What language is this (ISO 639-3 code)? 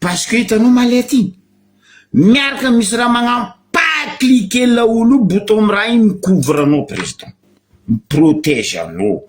mlg